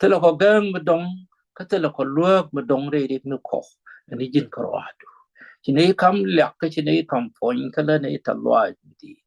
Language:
Nuer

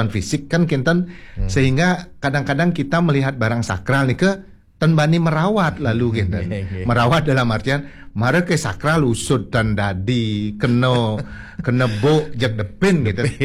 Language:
Balinese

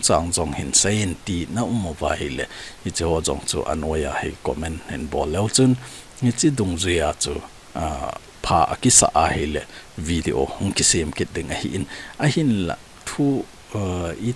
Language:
Thado Chin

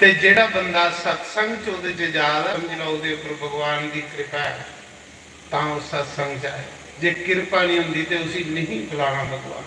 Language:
Dogri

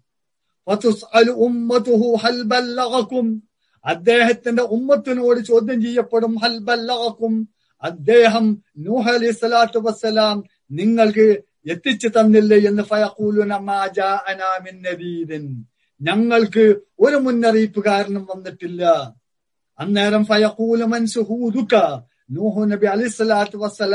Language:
Malayalam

